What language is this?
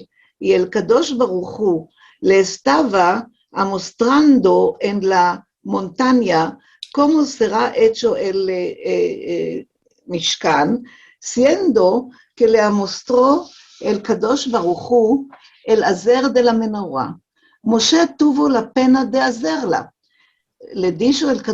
Ladino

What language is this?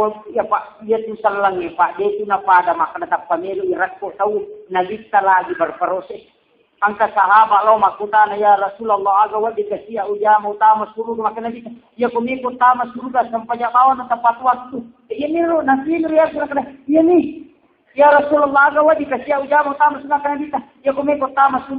Buginese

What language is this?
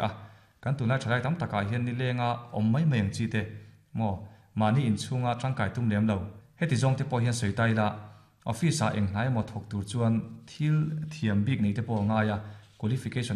Mizo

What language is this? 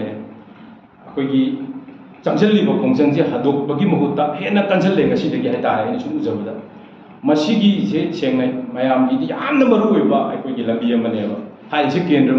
Manipuri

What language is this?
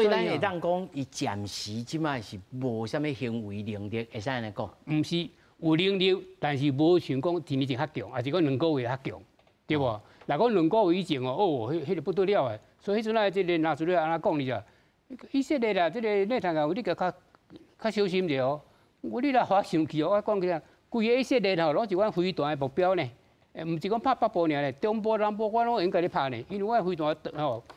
Min Nan Chinese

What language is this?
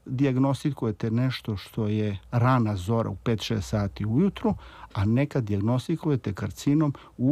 Serbian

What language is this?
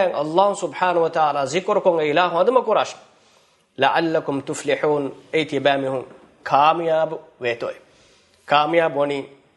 Divehi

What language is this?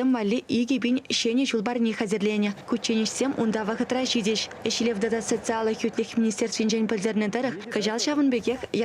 Chuvash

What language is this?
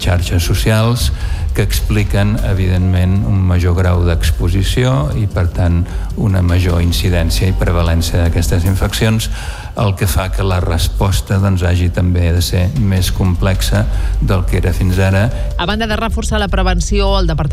Catalan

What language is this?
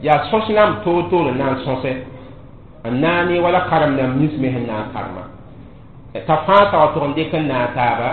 Mossi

